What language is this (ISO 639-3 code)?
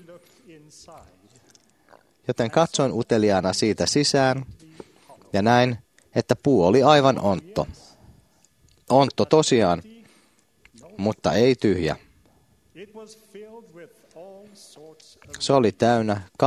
fin